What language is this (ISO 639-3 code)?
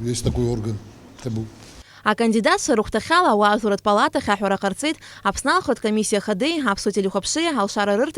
abk